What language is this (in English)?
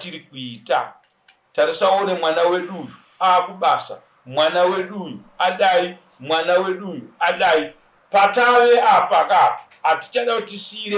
Shona